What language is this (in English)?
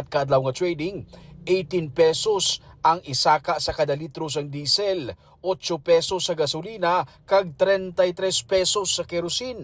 Hiligaynon